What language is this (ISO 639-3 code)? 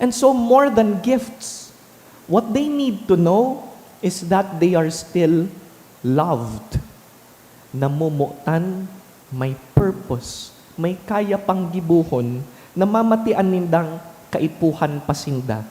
bik